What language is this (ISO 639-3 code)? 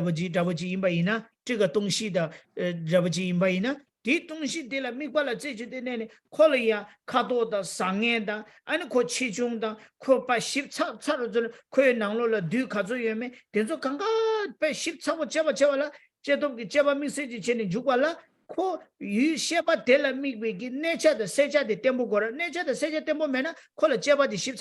bod